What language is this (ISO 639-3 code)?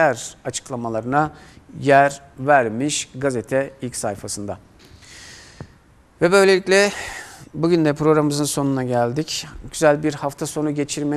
tur